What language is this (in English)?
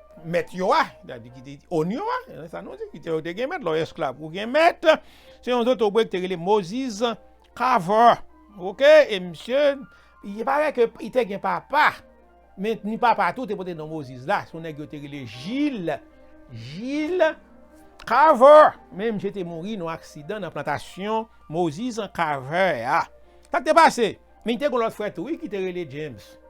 Haitian Creole